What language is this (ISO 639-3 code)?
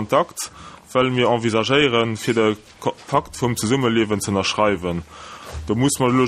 ltz